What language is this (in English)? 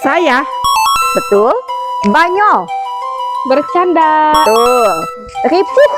Sundanese